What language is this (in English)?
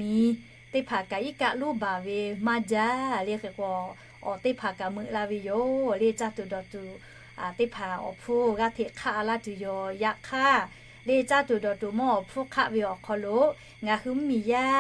Lahu